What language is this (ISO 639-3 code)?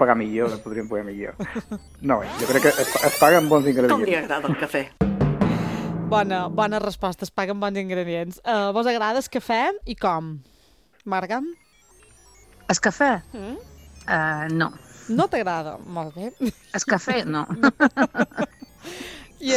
cat